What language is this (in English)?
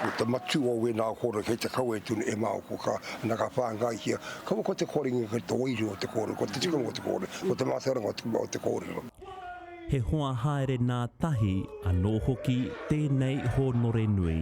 Māori